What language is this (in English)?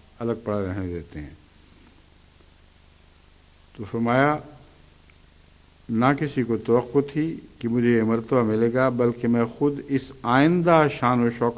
Urdu